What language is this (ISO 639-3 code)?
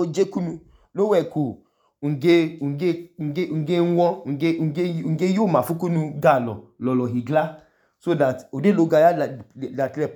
idu